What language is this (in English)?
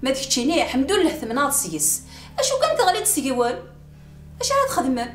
Kabyle